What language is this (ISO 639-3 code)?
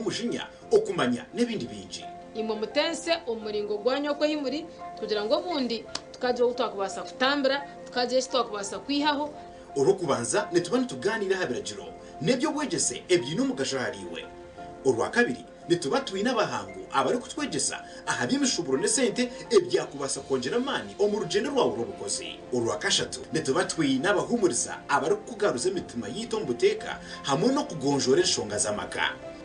nyn